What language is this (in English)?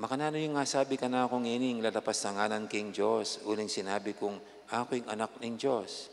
Pampanga